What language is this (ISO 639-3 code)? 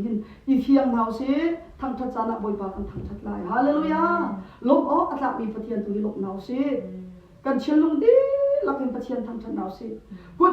cnh